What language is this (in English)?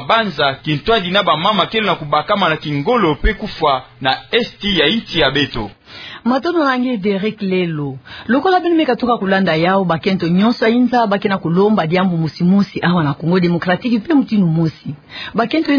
Kituba (Democratic Republic of Congo)